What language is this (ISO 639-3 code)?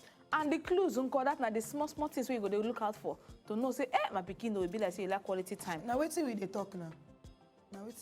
pcm